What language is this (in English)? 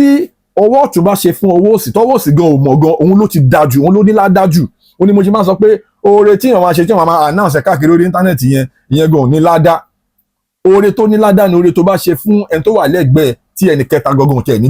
Yoruba